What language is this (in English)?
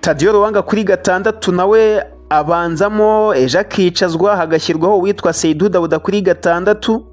Kinyarwanda